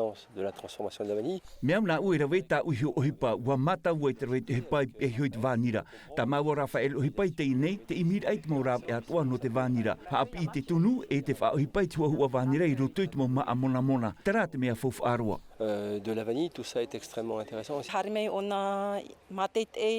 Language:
Tahitian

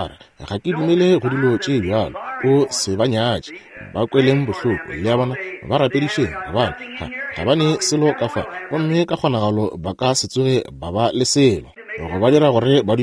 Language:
Northern Sotho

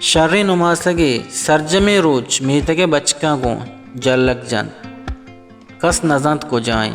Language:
Baluchi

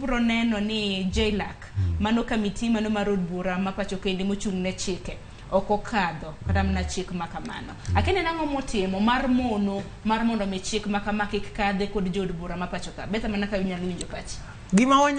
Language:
Luo (Kenya and Tanzania)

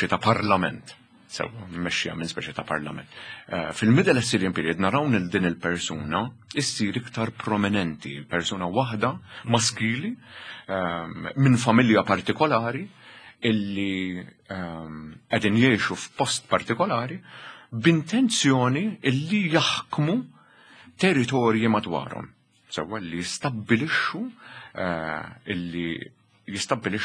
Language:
Maltese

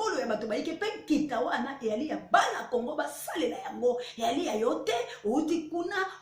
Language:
Lingala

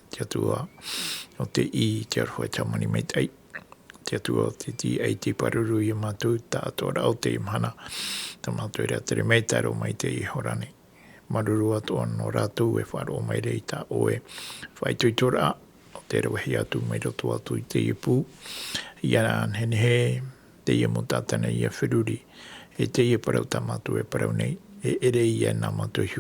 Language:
Tahitian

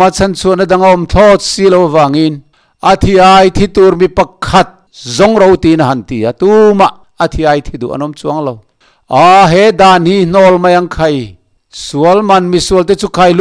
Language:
Mizo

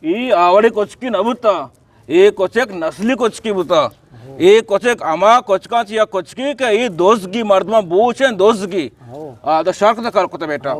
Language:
Eastern Balochi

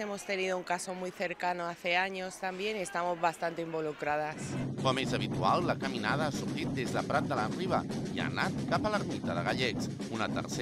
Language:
Catalan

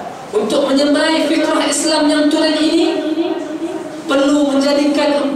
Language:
Malay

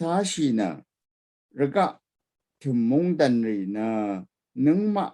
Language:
Rawang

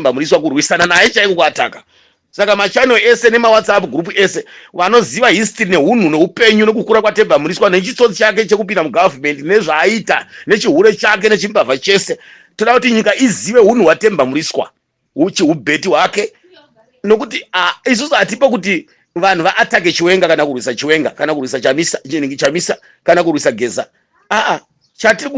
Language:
Shona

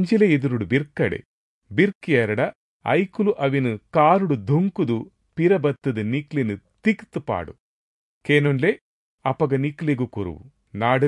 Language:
Tulu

